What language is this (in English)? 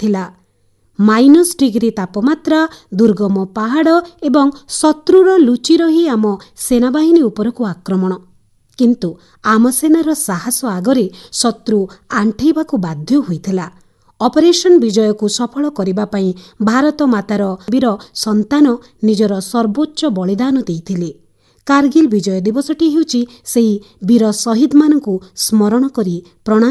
Odia